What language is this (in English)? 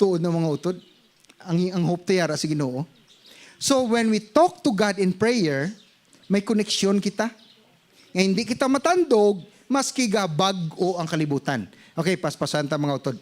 Hiligaynon